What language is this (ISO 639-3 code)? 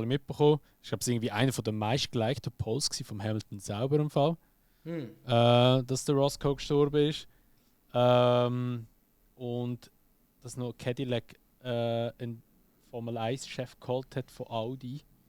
gsw